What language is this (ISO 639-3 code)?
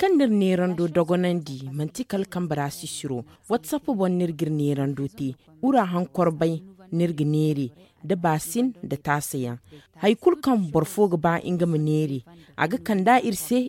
dje